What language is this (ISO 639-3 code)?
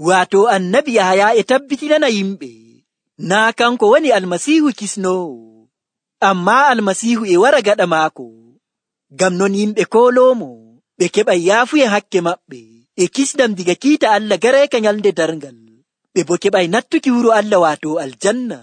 fuv